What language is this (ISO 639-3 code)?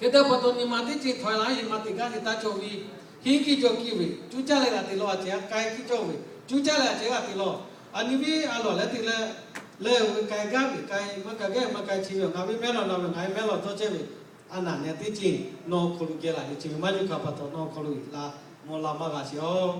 lhu